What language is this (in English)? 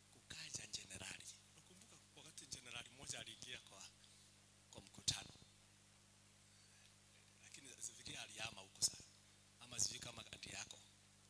Swahili